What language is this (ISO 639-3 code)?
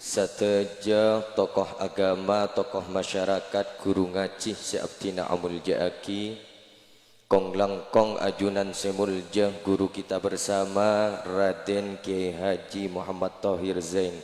mad